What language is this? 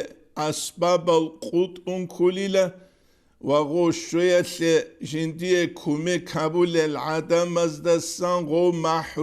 Avaric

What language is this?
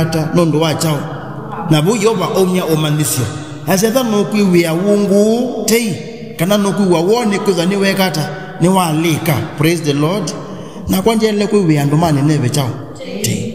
Kamba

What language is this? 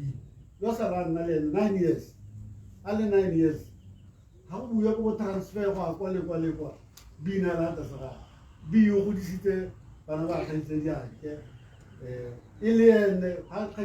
Tswana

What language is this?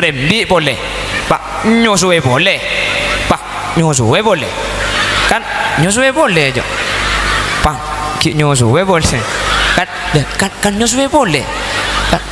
Madurese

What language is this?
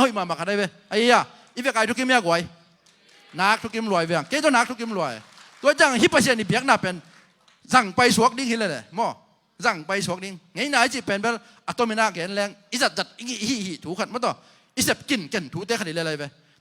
Tedim Chin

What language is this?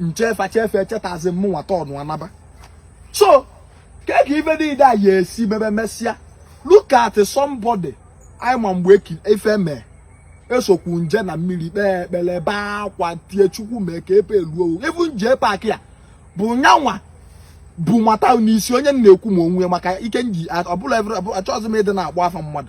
Igbo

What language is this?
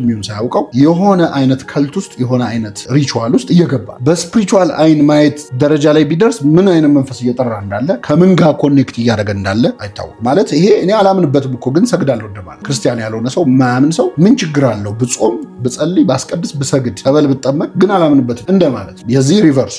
Amharic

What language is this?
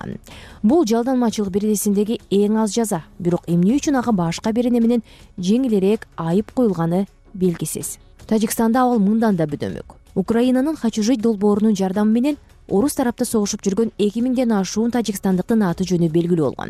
Kyrgyz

